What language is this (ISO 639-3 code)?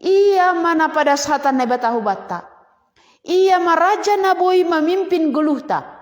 bts